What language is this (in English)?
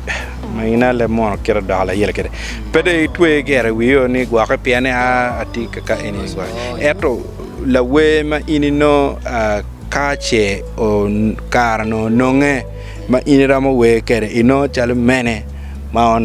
Acoli